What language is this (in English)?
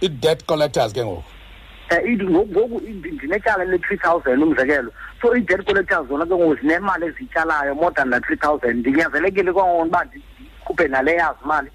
Xhosa